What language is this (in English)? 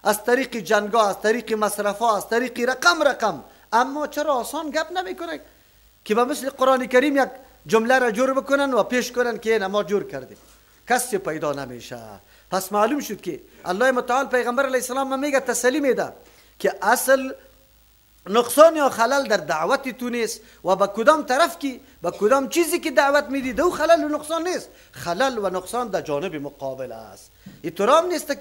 Persian